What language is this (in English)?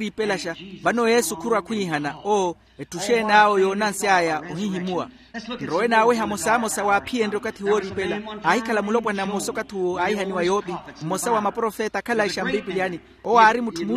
Makhuwa